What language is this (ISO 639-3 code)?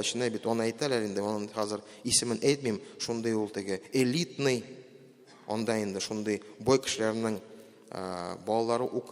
tat